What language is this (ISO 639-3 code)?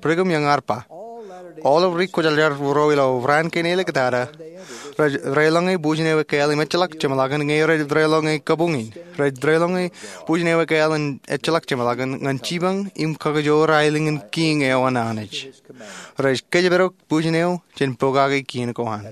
mah